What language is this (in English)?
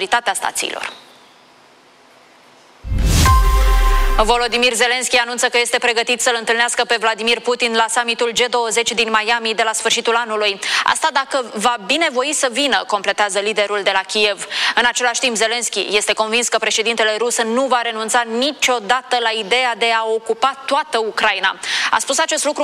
Romanian